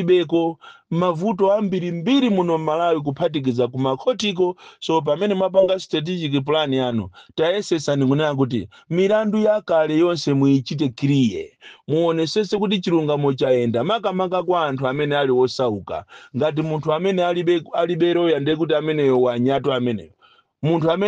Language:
Nyanja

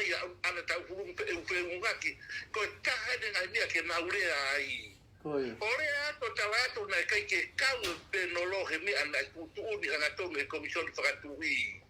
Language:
Tongan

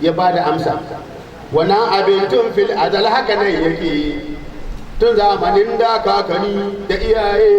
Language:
Hausa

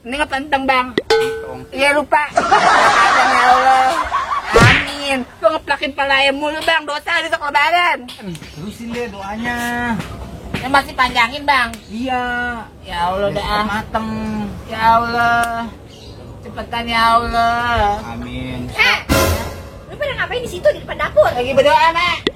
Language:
Betawi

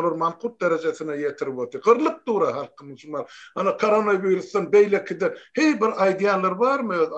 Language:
Turkmen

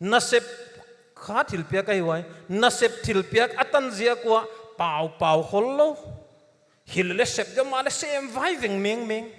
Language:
Paite Chin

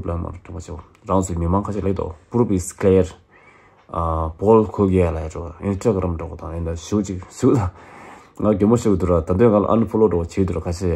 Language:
Tibetan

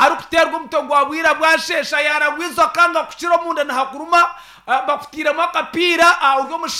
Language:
Nyankole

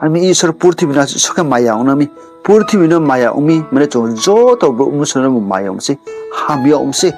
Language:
Riang (India)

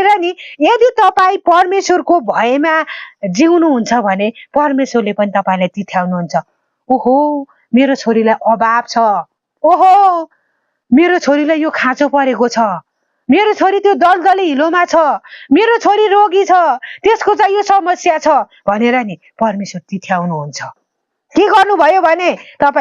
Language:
Nepali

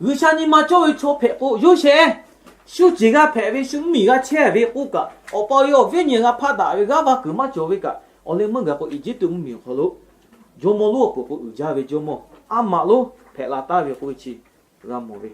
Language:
Lahu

